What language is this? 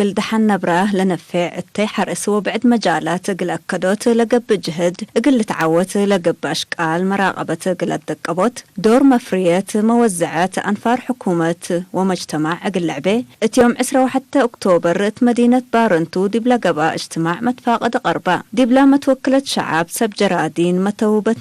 Tigre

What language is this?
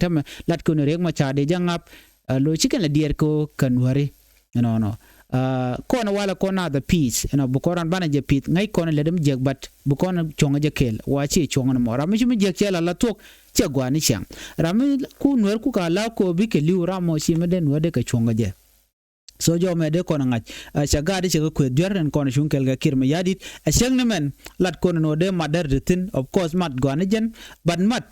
Nuer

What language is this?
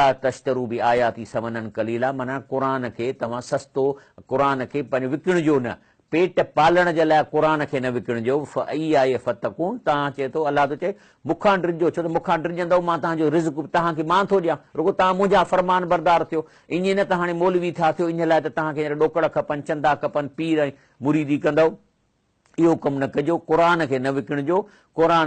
Sindhi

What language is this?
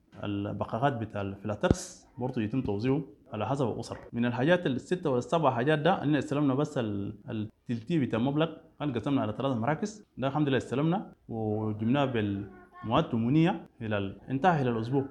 Sudanese Arabic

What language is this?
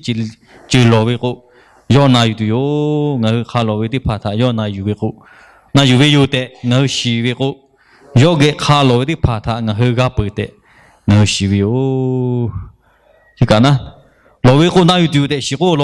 Lahu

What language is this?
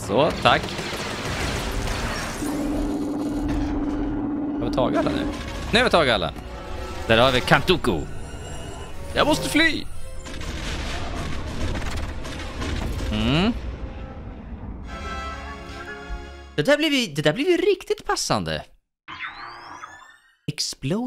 Swedish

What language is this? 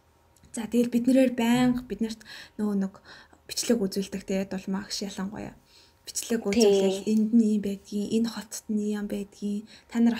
Mongolian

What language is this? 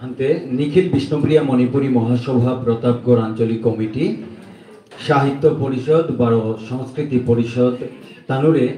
Bishnupriya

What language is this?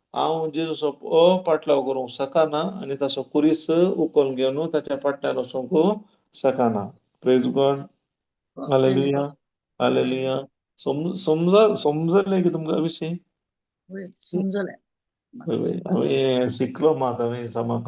Konkani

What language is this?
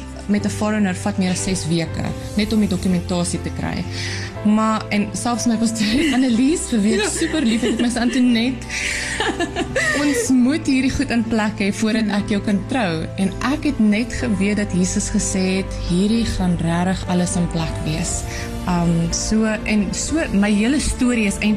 Afrikaans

